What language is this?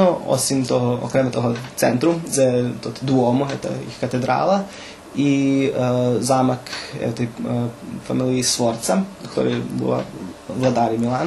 Rusyn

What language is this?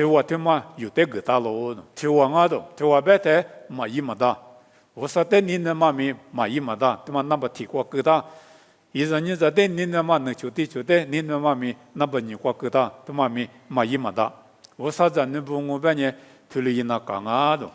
Lisu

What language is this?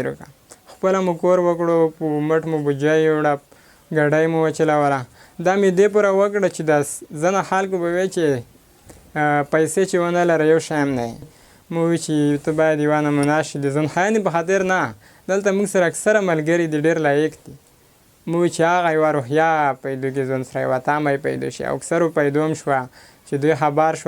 Pashto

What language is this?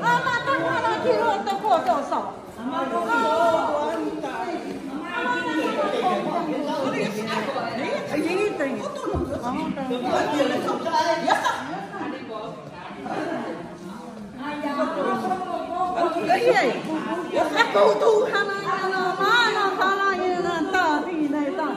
Min Nan Chinese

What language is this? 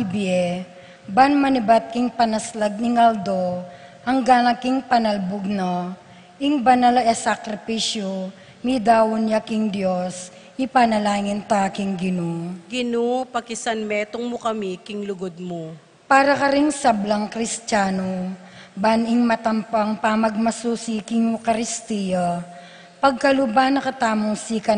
Pampanga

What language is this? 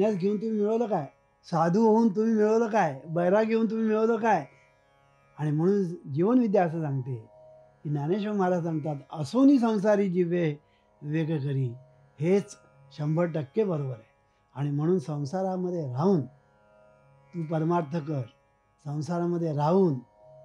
Marathi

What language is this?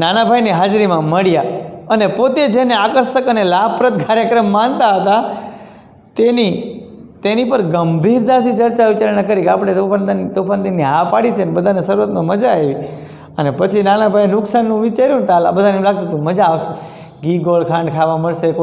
Gujarati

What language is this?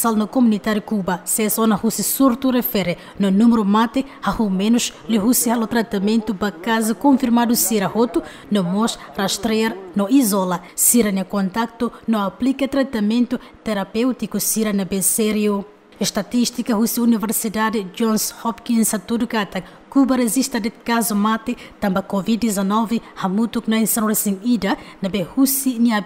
Tetum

